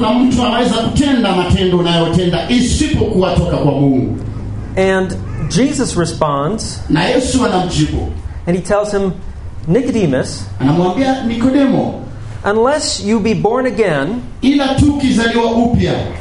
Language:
Swahili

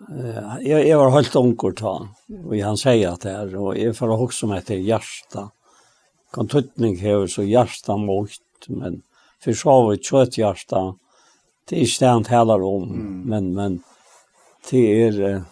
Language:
Faroese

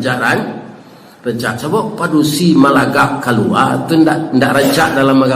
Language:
Minangkabau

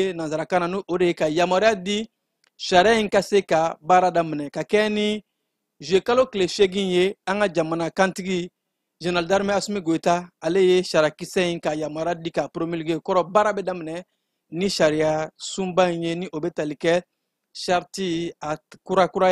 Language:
Bambara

